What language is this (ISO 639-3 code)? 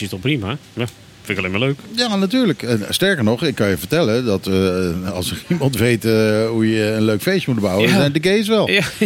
nld